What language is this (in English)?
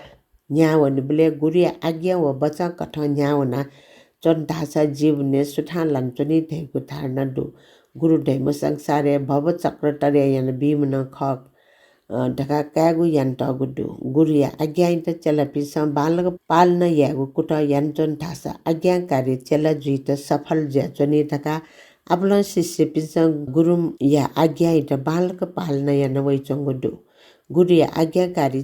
Newari